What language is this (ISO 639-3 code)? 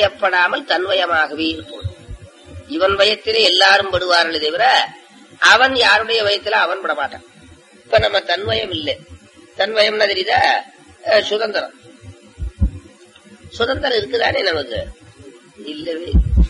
tam